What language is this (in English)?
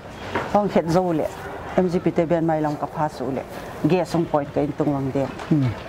Paite Chin